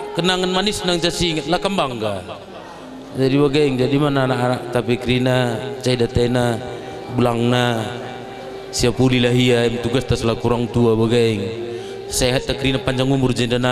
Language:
Batak Karo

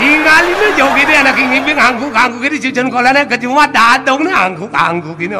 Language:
Balinese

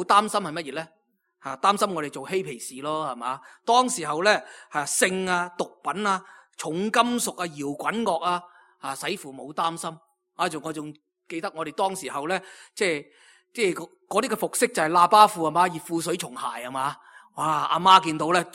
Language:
Cantonese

